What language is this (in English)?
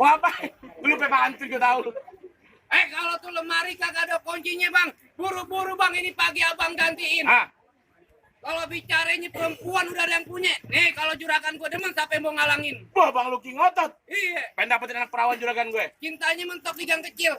Betawi